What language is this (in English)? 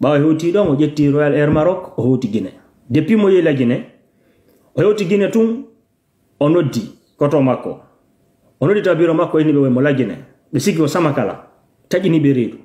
Fula